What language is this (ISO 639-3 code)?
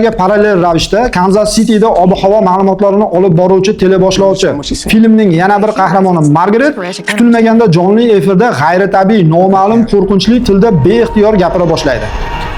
uzb